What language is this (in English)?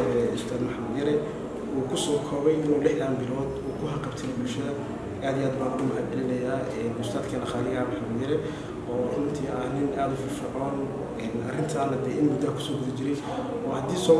Somali